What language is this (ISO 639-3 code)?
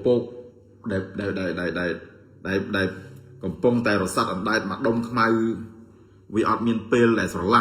khm